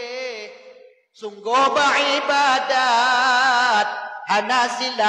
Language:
Achinese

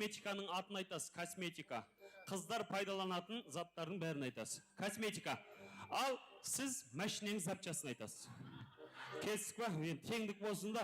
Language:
Kara-Kalpak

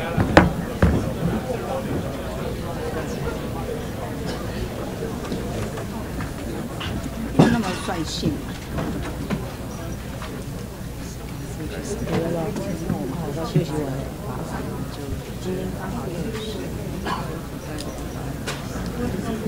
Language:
Chinese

